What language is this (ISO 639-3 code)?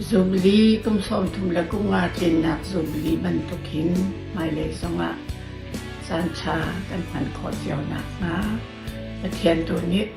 cnh